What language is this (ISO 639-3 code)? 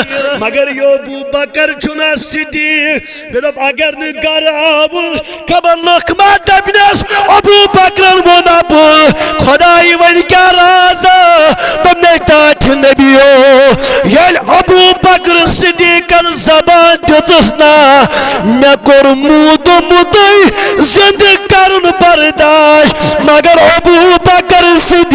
kas